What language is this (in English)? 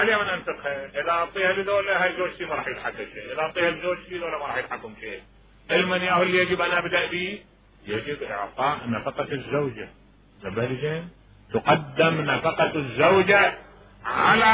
Mesopotamian Arabic